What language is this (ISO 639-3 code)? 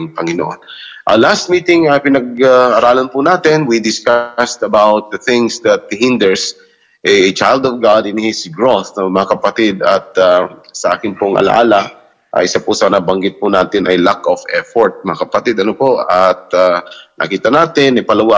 fil